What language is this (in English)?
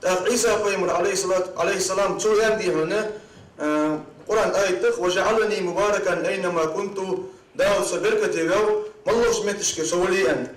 Ingush